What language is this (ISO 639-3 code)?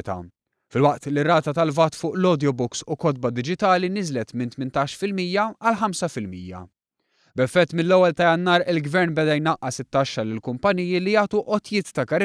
mlt